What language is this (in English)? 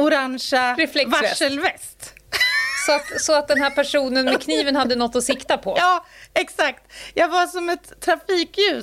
Swedish